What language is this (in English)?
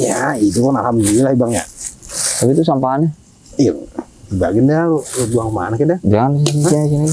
Betawi